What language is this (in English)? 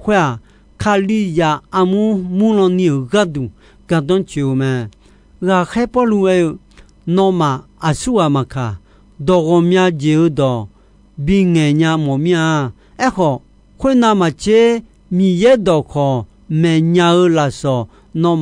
Akha